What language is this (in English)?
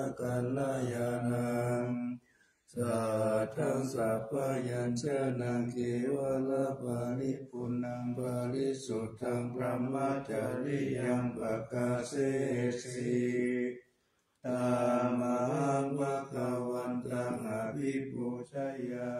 Pali